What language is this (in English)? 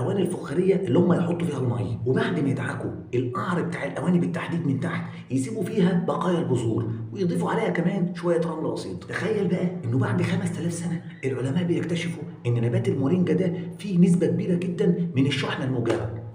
Egyptian Arabic